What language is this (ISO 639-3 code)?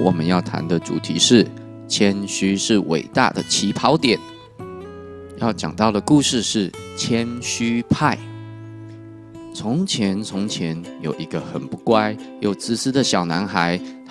zho